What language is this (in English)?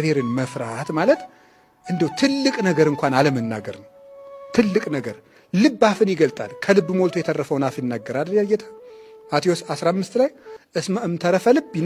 Amharic